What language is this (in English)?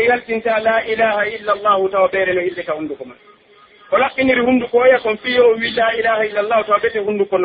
Pular